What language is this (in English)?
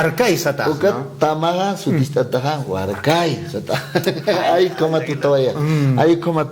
Aymara